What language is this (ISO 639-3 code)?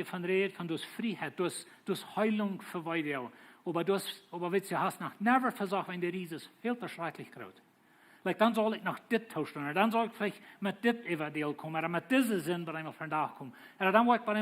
pdt